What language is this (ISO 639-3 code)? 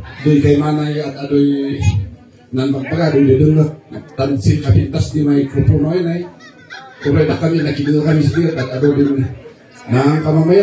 kne